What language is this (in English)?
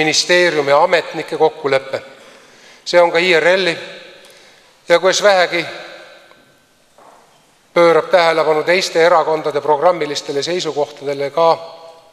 Estonian